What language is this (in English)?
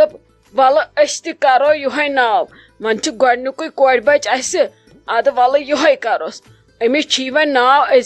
Kashmiri